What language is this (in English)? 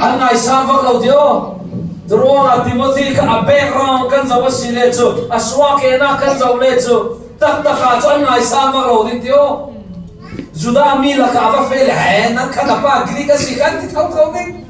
Falam Chin